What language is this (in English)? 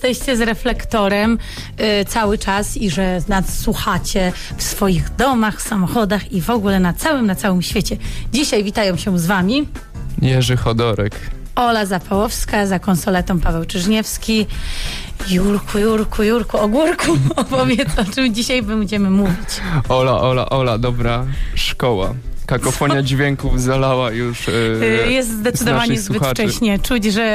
Polish